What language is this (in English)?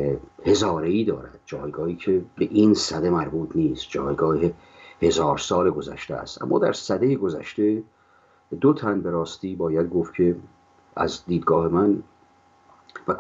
Persian